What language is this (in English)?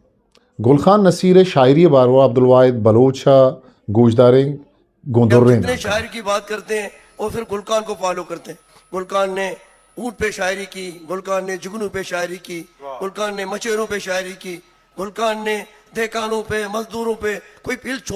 Eastern Balochi